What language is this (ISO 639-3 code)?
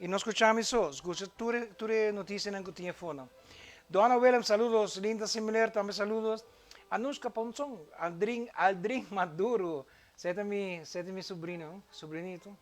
pap